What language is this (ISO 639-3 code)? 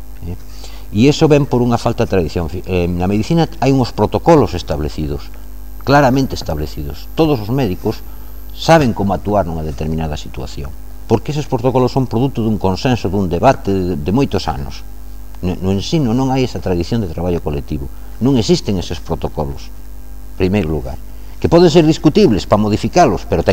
glg